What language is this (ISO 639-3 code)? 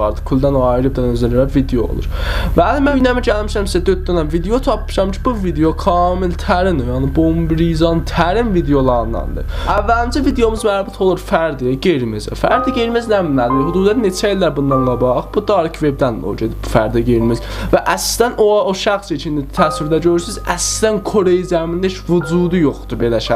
azb